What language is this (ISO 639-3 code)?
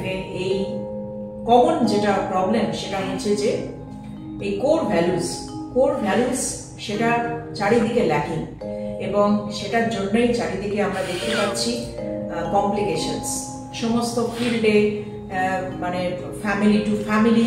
ben